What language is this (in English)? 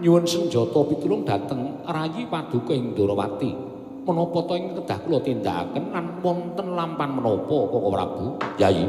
Javanese